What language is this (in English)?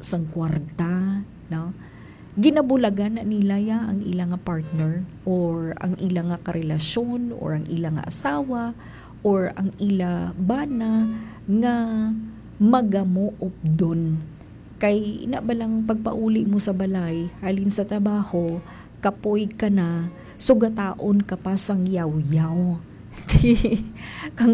Hiligaynon